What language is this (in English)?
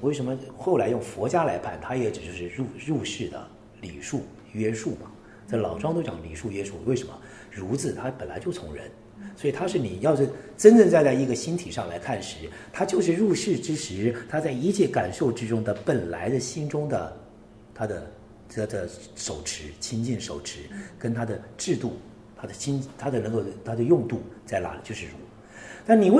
Chinese